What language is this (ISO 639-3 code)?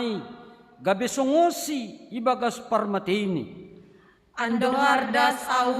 bts